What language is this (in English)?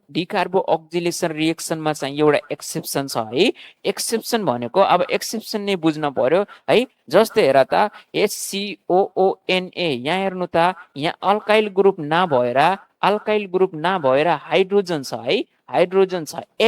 Nepali